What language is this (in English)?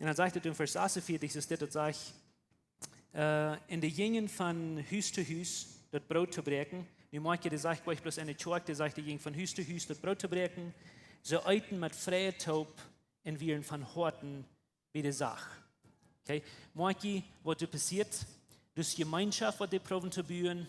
Plautdietsch